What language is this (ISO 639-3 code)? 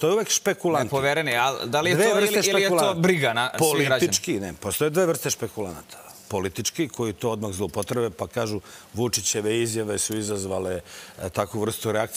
srp